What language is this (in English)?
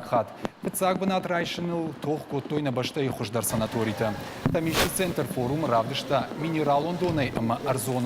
Ossetic